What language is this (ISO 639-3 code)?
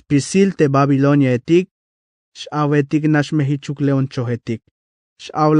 tzh